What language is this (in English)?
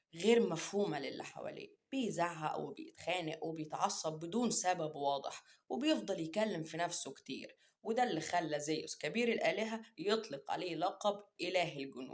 Egyptian Arabic